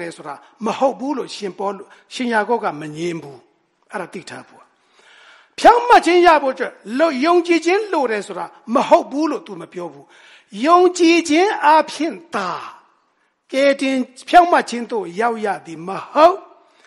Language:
Burmese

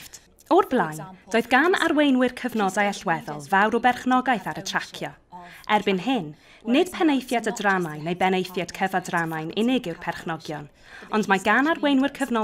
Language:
Welsh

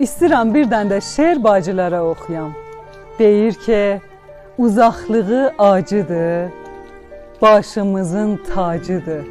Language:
South Azerbaijani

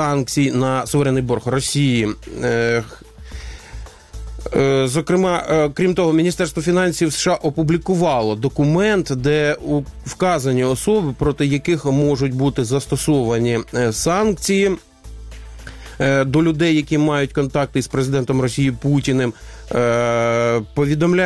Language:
Ukrainian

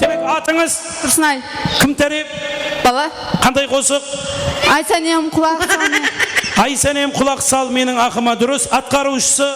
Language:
Kara-Kalpak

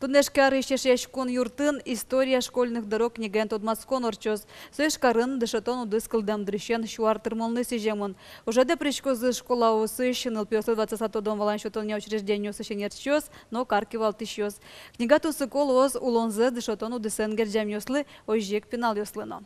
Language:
Udmurt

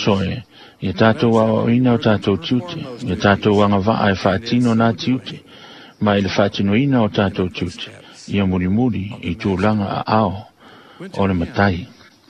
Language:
Samoan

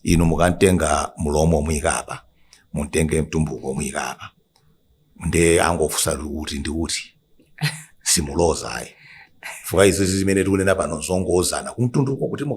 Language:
Nyanja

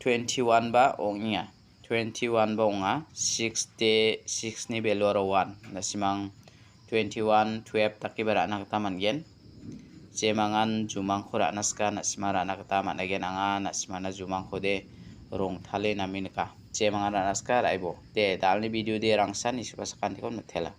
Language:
Garo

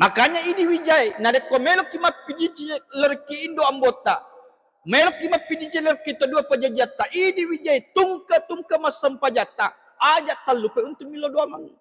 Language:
Buginese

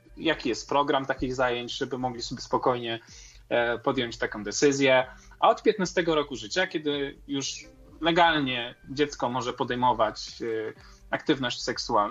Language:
Polish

